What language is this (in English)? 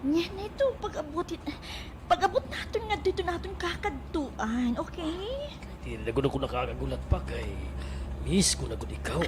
Waray